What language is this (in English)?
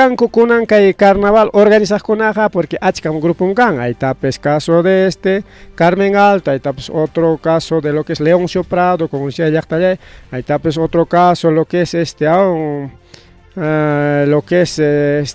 Ayacucho Quechua